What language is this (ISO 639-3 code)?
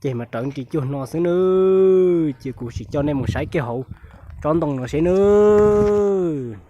hmn